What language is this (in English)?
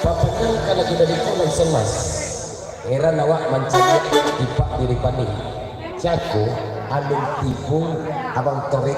Minangkabau